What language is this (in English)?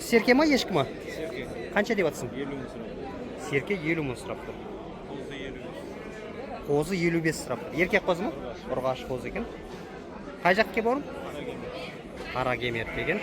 Kazakh